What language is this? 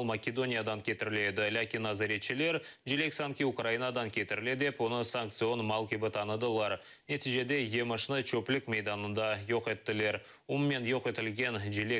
Crimean Tatar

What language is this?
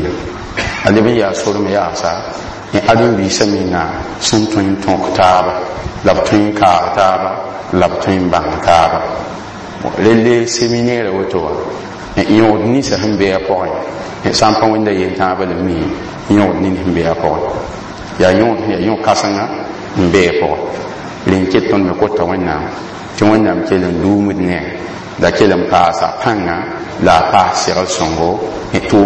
Mossi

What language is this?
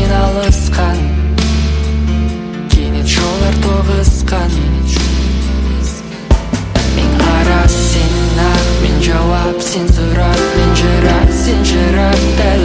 Kazakh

